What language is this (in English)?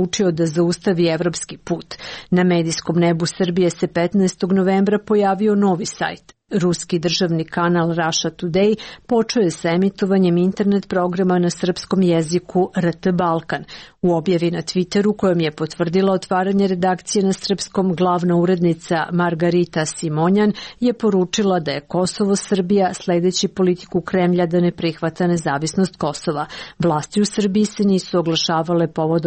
Serbian